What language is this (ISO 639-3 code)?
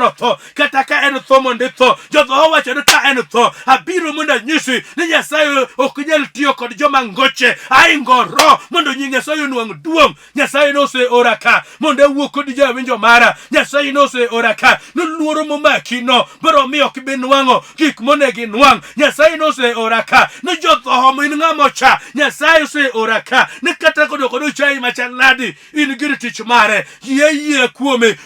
luo